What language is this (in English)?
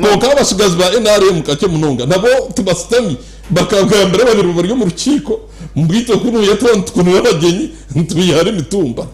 Nyankole